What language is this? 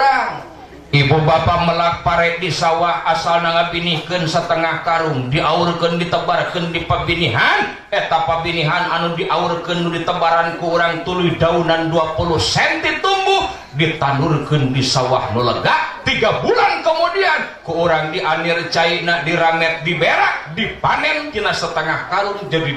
Sundanese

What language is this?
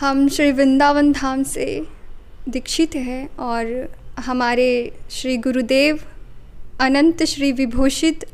Chhattisgarhi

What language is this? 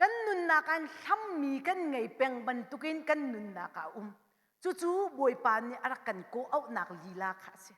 Hakha Chin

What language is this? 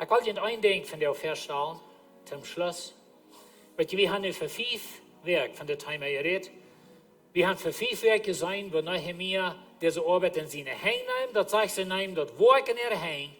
Plautdietsch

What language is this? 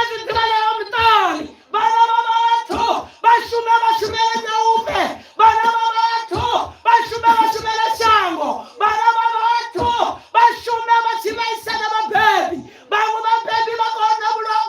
Venda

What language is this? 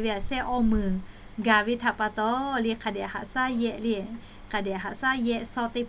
Lahu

